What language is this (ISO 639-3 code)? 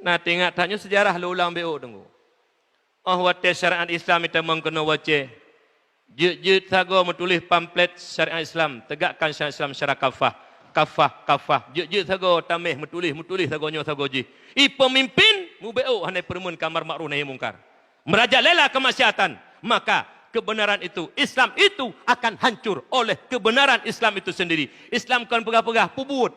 ace